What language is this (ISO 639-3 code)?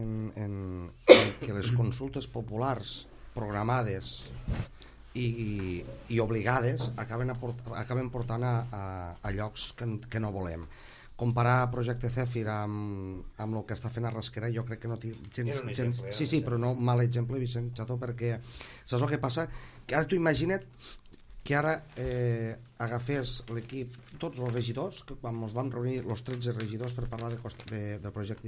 cat